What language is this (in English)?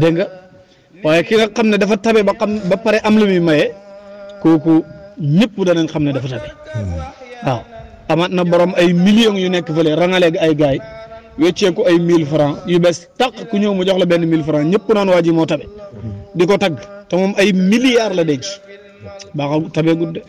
Wolof